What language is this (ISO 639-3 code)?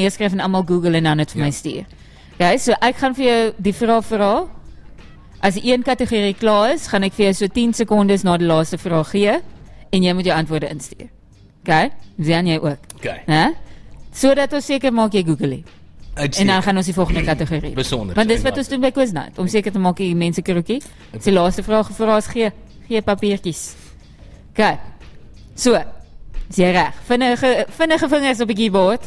afr